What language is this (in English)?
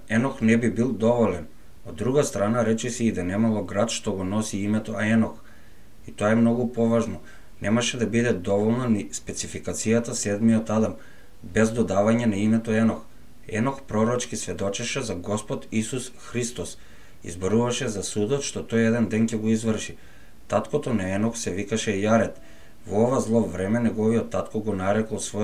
Macedonian